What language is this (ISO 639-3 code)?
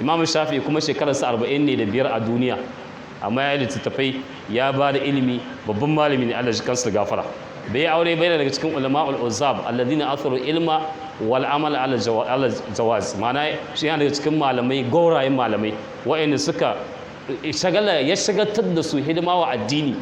hau